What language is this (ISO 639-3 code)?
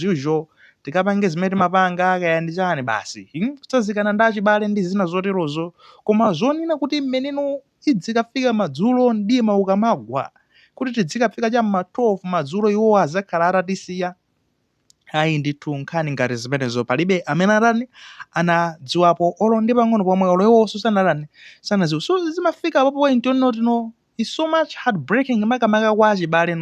nya